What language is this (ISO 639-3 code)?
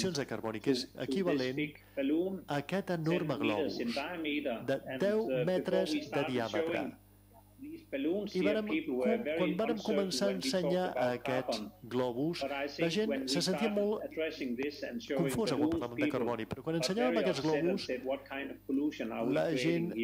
cat